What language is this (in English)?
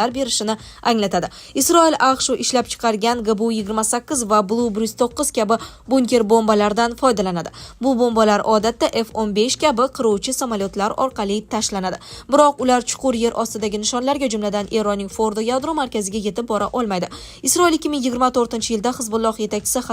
Uzbek